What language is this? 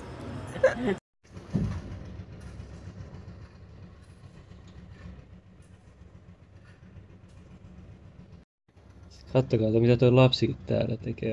Finnish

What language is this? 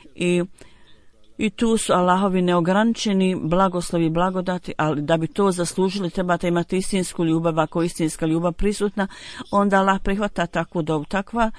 Bosnian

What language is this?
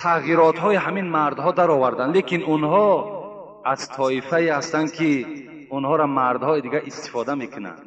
Tajik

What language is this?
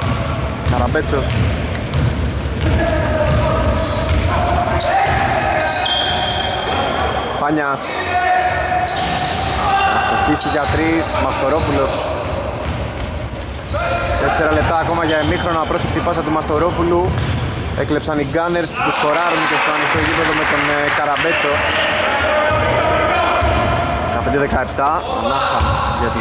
Greek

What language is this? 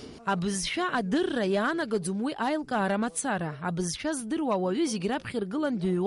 Abkhazian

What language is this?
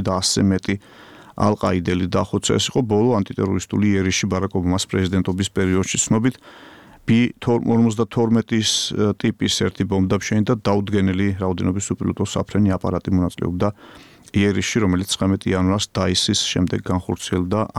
Georgian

